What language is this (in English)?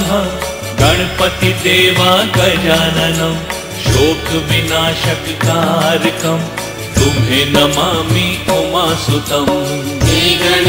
Bhojpuri